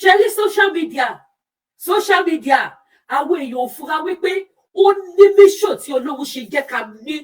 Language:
Yoruba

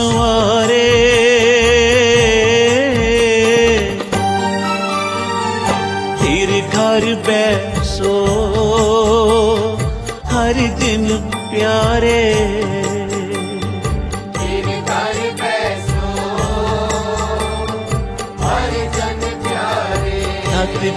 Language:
Hindi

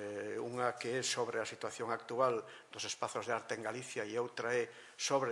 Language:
Galician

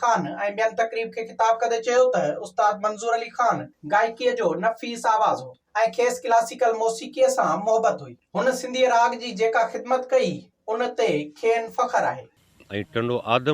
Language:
Sindhi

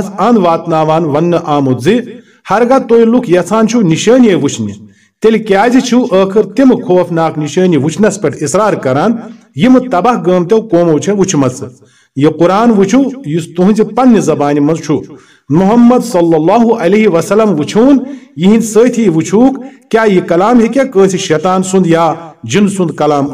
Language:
Kashmiri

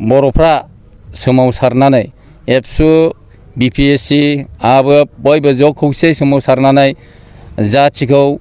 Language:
Bodo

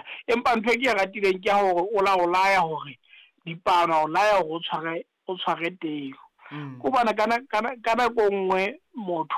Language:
Southern Sotho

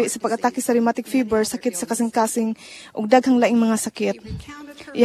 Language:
Cebuano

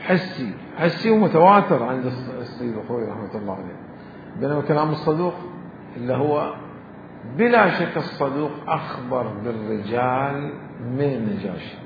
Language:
Mesopotamian Arabic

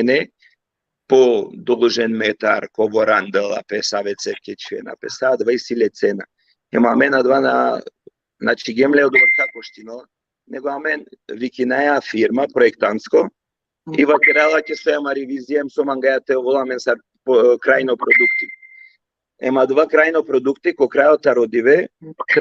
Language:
Balkan Romani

